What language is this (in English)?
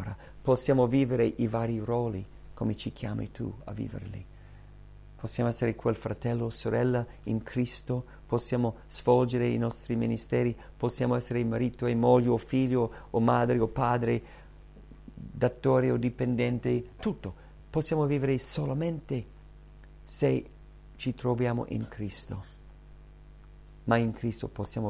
Italian